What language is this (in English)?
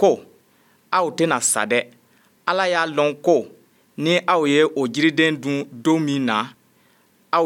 Bambara